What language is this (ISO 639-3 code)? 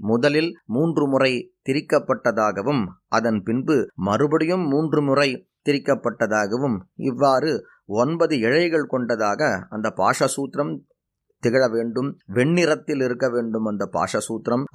tam